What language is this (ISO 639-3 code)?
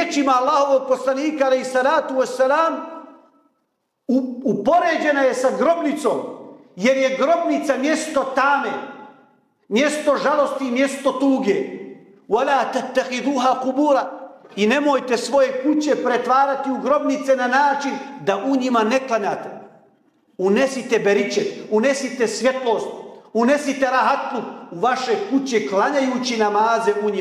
bos